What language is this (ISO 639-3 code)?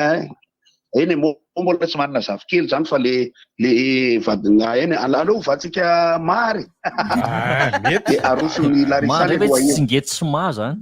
mlg